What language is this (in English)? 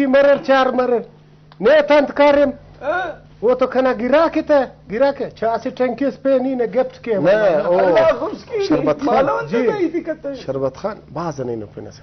Brahui